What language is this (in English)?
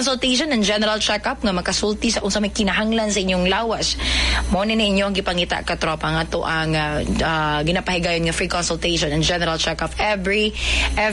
Cebuano